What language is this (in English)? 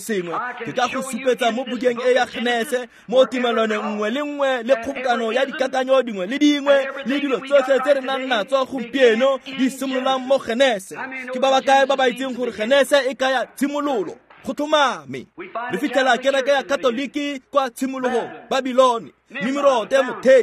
Tswana